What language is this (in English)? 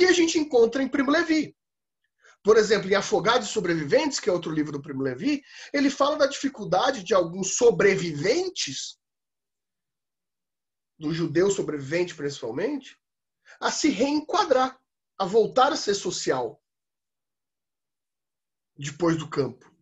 Portuguese